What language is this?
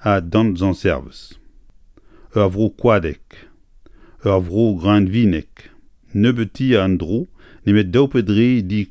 Breton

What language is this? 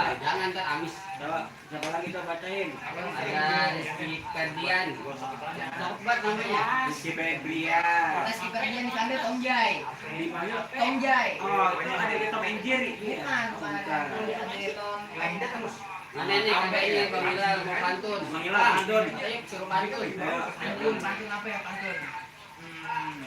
Betawi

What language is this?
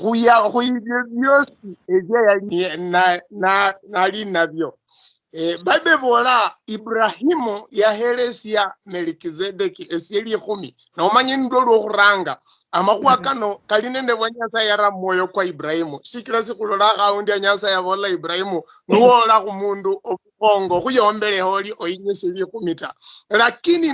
Luyia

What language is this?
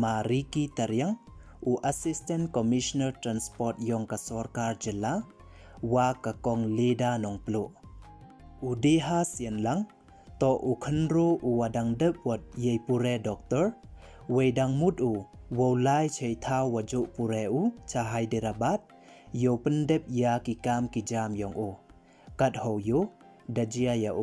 Pnar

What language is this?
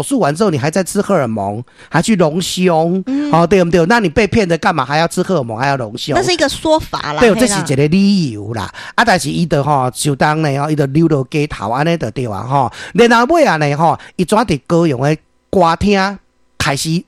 Min Nan Chinese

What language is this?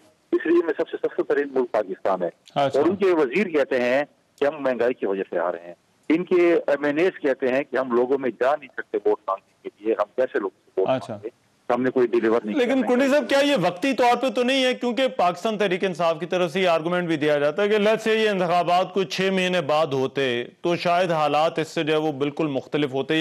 Urdu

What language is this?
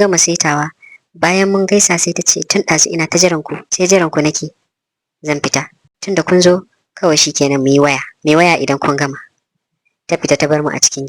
Hausa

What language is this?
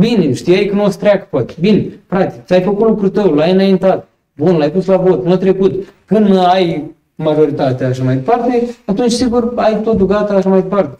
Romanian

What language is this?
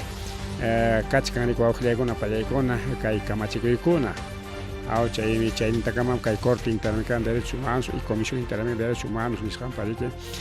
Ayacucho Quechua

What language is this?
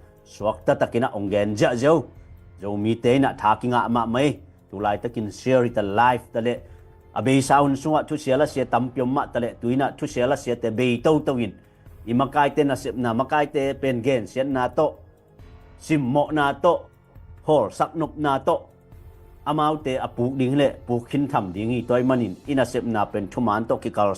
Tedim Chin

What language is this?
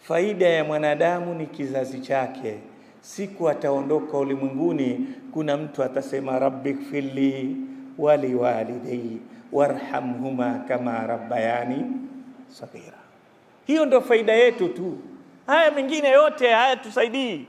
Swahili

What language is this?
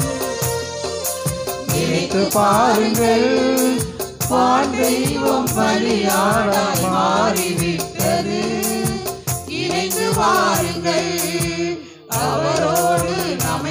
Tamil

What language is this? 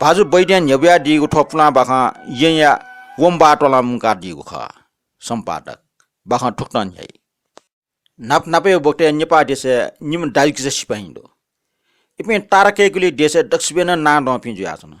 Newari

